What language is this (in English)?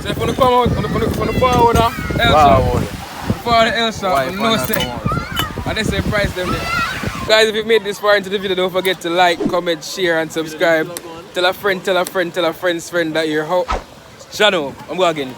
Jamaican Creole English